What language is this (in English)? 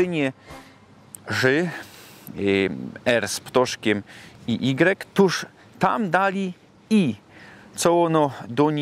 Silesian